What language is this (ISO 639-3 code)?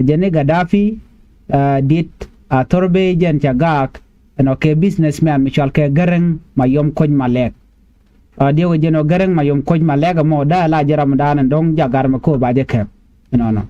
nus